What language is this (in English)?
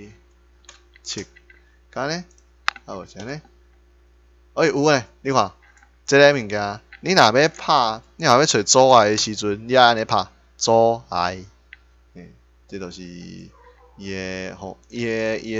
Min Nan Chinese